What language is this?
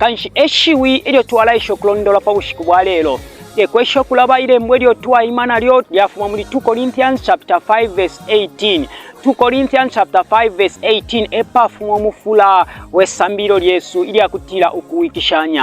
Bemba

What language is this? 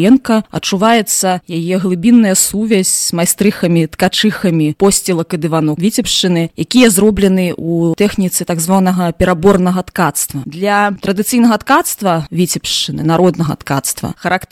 Belarusian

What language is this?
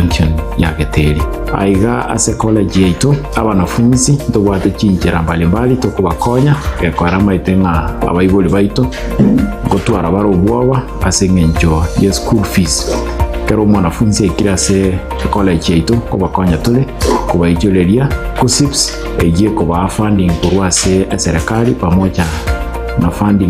Gusii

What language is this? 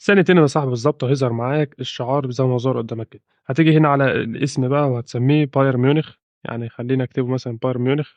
Egyptian Arabic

